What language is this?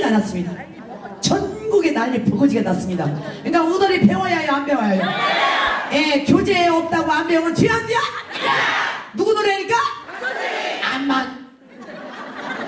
Korean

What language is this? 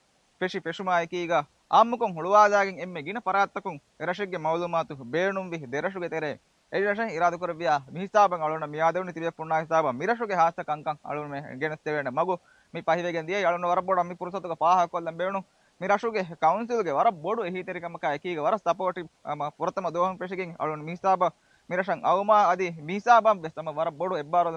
Divehi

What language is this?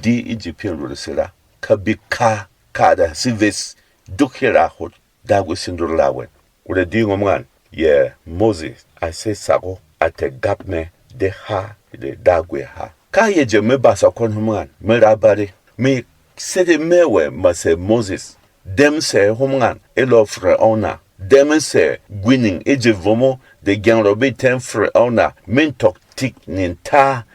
Berom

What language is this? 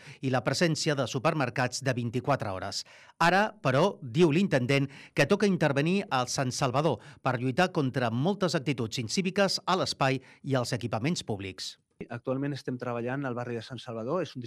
Catalan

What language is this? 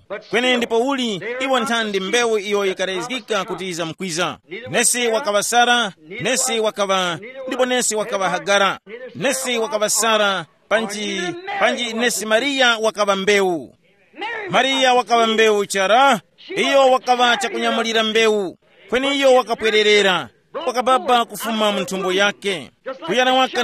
Tumbuka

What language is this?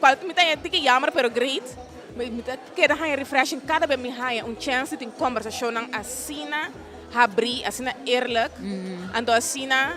Papiamento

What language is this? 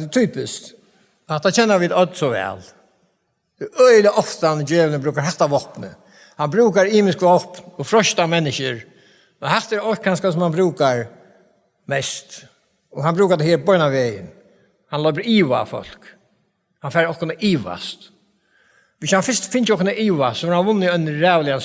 Faroese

